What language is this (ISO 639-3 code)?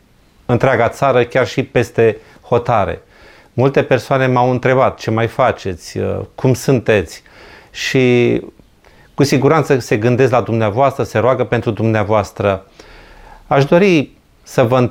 ron